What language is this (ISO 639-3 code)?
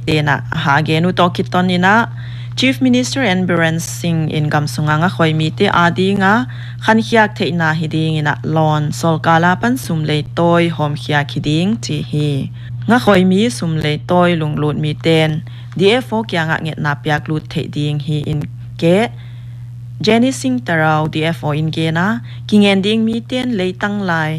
pck